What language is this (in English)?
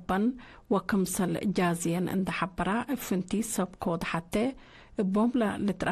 Tigre